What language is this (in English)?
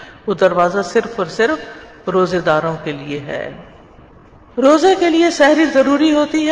Urdu